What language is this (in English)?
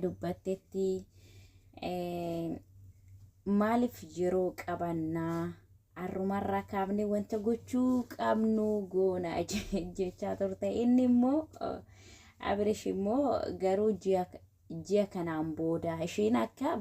Oromo